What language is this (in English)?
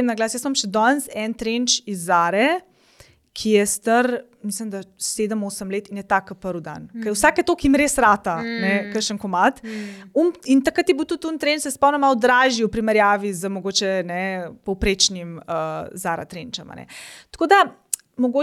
Slovenian